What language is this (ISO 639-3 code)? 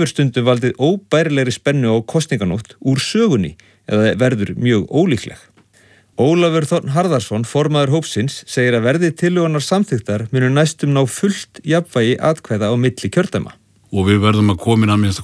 isl